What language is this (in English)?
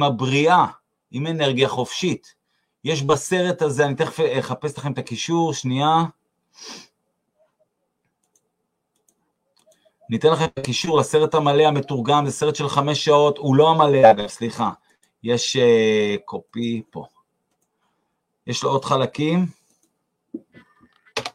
Hebrew